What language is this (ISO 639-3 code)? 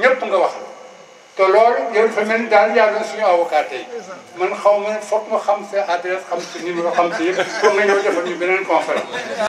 wol